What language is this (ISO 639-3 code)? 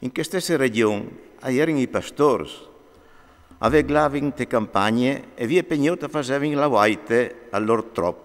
fur